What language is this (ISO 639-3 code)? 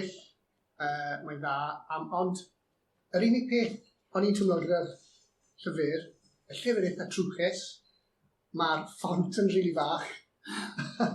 cym